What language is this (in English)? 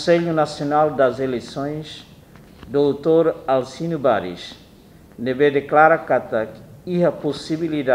Tetum